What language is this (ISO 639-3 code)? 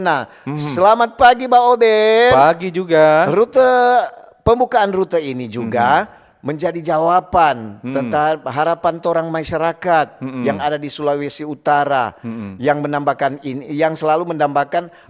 xmm